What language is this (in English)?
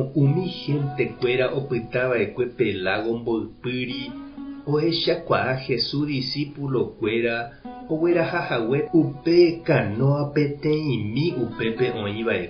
Guarani